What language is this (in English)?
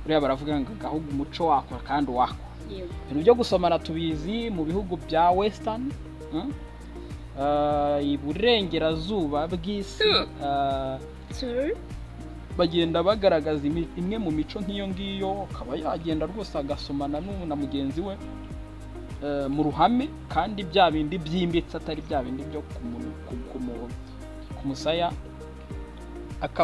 Kinyarwanda